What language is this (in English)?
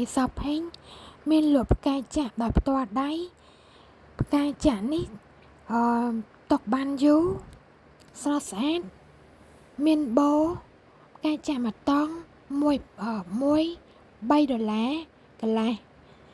Khmer